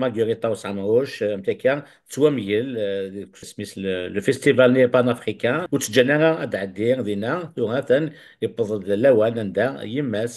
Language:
Kabyle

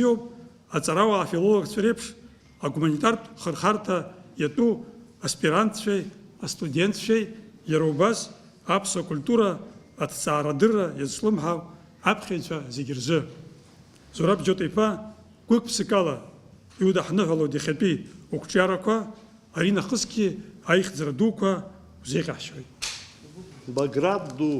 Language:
Abkhazian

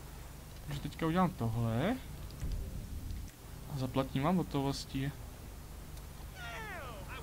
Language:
Czech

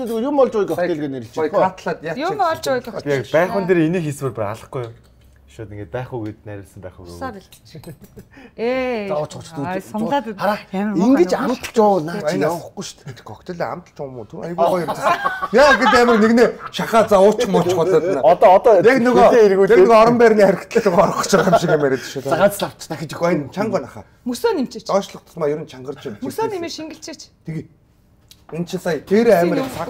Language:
Mongolian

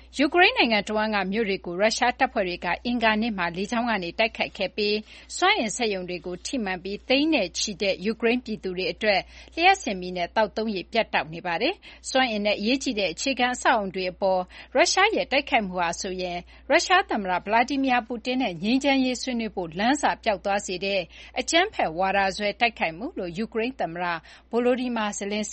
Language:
Burmese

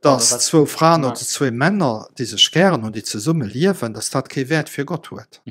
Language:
Luxembourgish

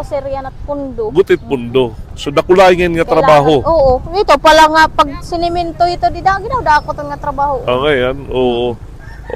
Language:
Waray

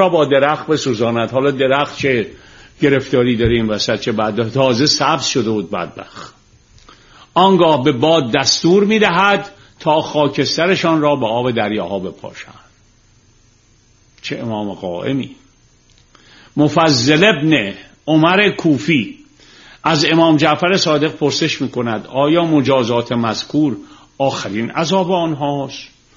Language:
Persian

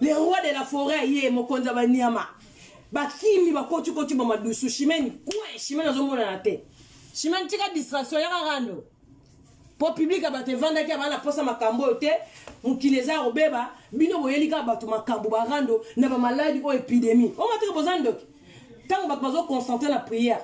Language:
Lingala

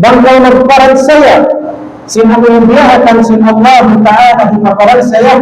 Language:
Tausug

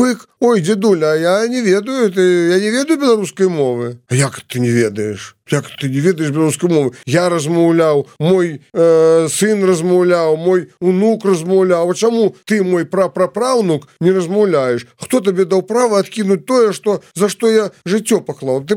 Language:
Belarusian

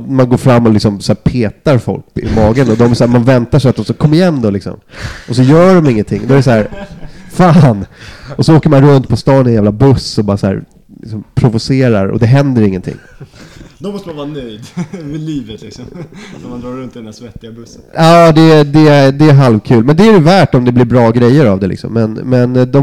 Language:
Swedish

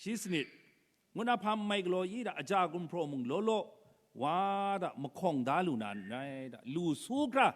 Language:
Kachin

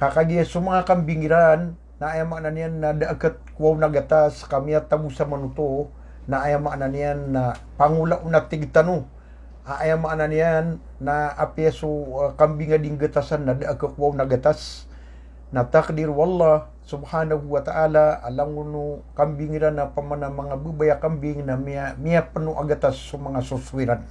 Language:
Maranao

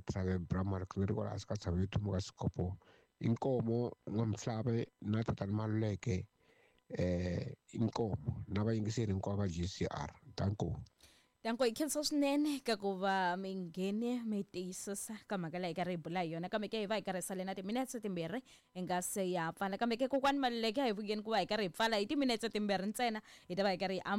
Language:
Tsonga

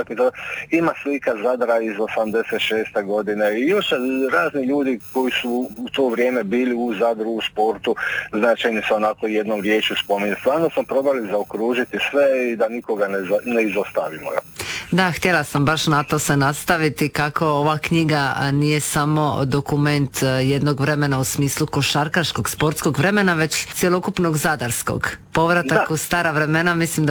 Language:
Croatian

